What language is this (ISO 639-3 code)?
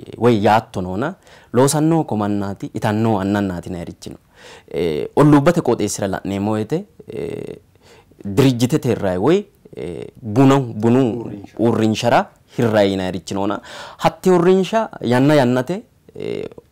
sid